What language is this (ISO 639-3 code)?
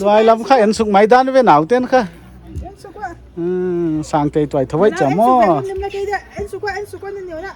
pck